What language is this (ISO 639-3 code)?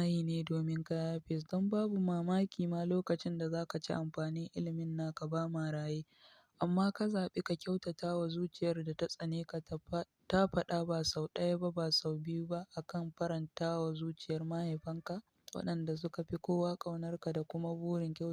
hau